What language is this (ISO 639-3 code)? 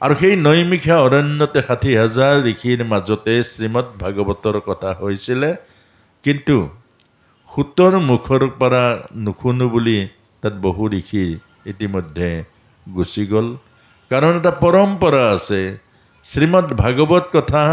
asm